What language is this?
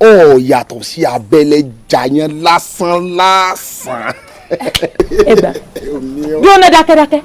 Yoruba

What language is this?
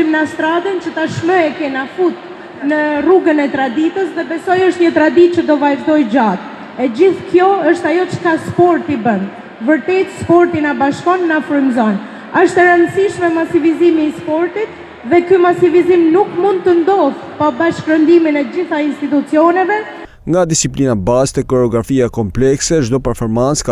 Albanian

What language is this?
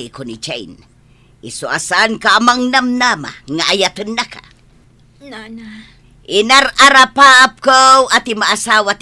Iloko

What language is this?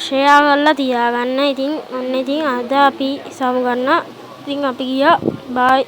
Sinhala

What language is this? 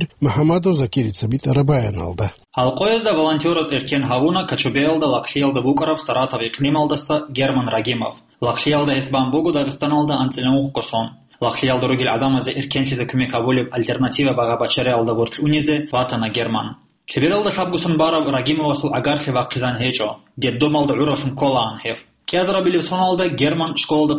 Avaric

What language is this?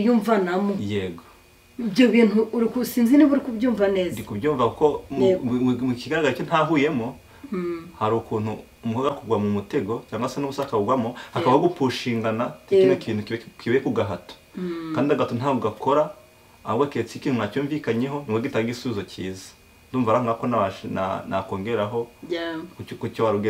Kinyarwanda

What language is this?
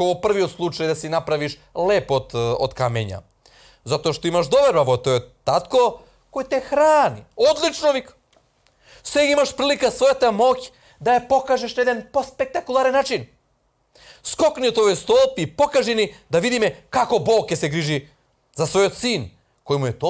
Macedonian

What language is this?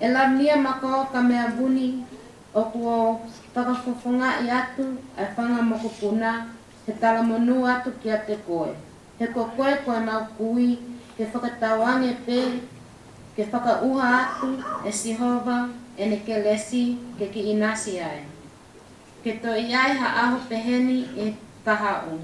Tongan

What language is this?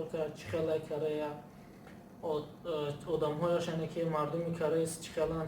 Tajik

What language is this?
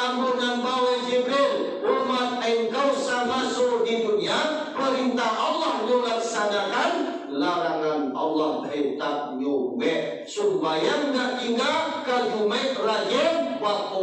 Minangkabau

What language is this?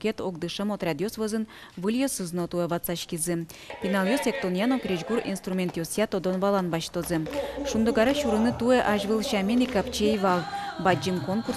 Udmurt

